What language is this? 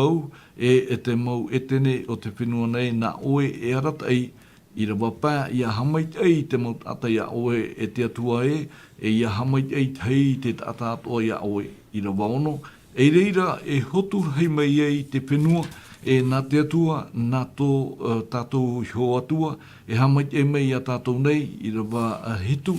Tahitian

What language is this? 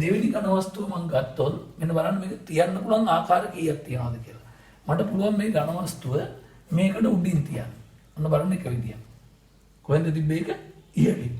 Sinhala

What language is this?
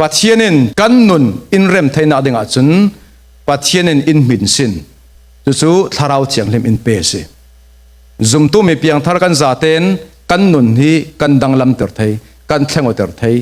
Falam Chin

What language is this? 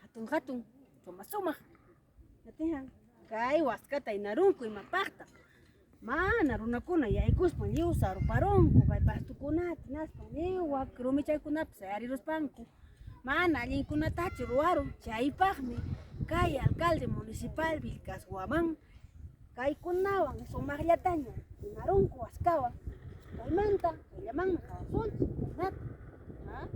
Ayacucho Quechua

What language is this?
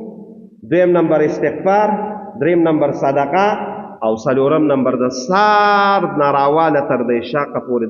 Pashto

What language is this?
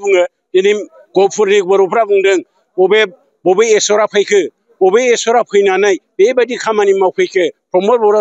Bodo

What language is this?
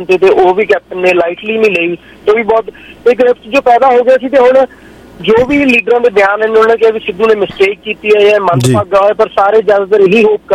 Punjabi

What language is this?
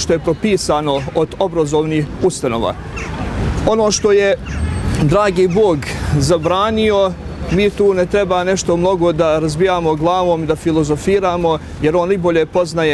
Bosnian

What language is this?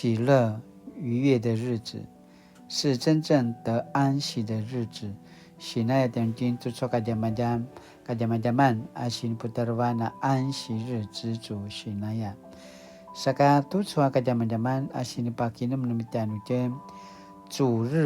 Paiwan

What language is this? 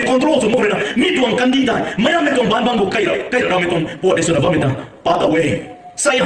Rongmei Naga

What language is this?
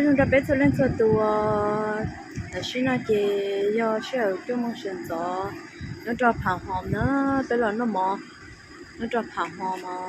Hmong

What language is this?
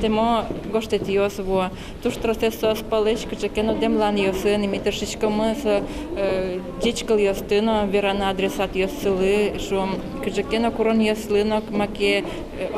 Udmurt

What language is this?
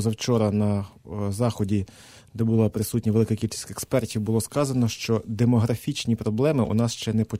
Ukrainian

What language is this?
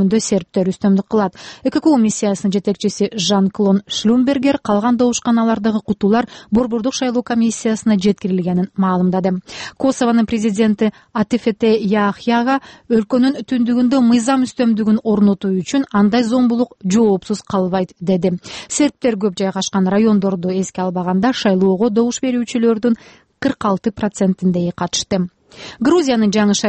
Kyrgyz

